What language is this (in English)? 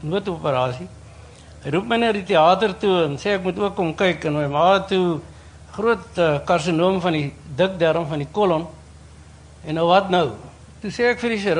Afrikaans